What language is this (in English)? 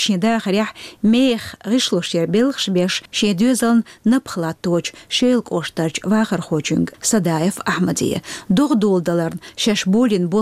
Chechen